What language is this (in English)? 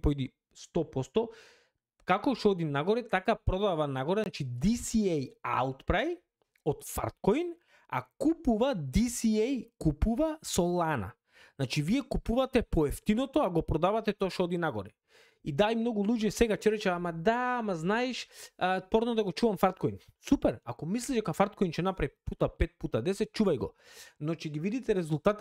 Macedonian